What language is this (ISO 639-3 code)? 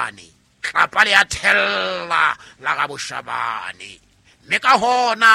sot